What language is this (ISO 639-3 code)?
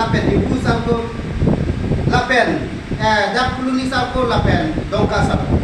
mjw